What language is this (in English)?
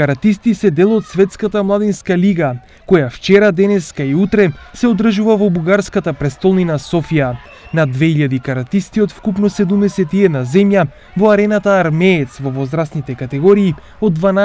Macedonian